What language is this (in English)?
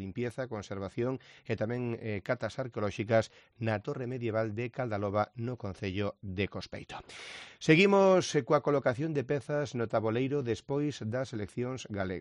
Galician